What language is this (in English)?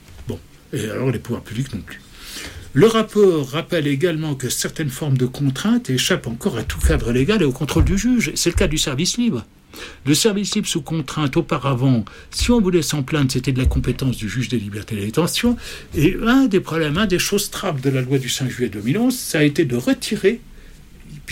French